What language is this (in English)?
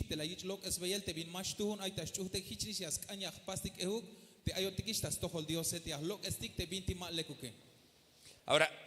Tzeltal